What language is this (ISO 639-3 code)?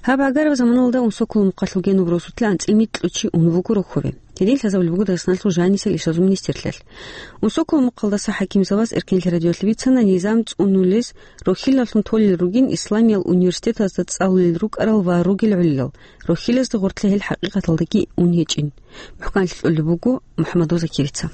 ava